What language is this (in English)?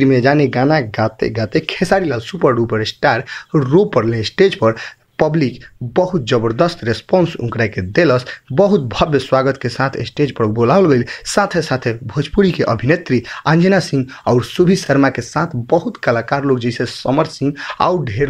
Bhojpuri